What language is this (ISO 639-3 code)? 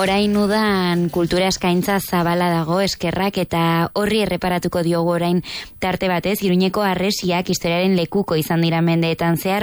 eus